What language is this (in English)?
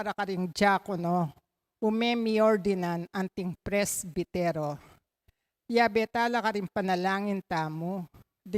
Pampanga